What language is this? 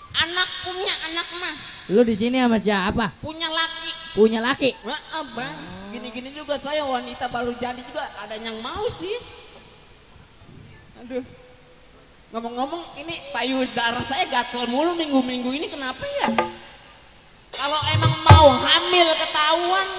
Indonesian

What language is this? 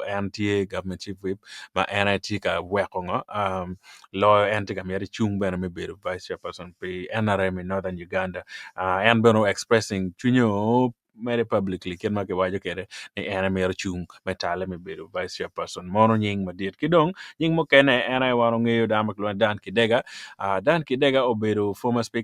Acoli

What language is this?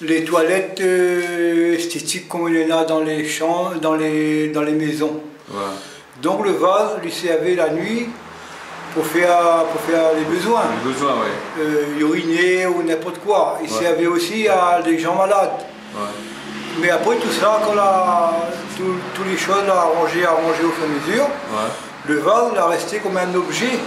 Réunion Creole French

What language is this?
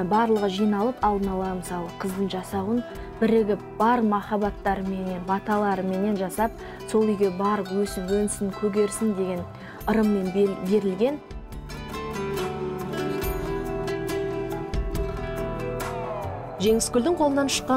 Kazakh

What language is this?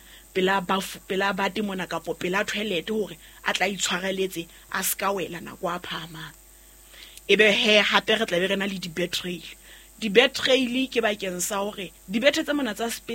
Southern Sotho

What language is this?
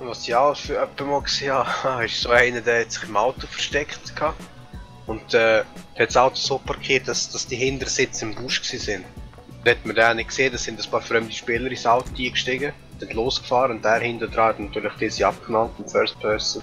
Swiss German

